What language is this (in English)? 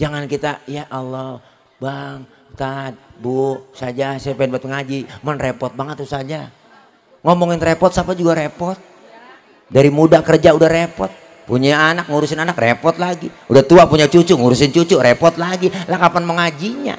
Betawi